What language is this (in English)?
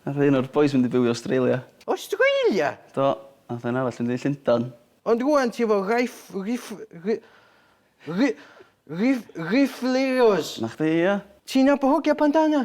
Welsh